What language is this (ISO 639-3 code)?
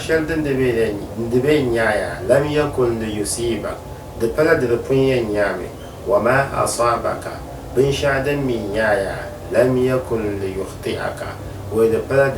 dag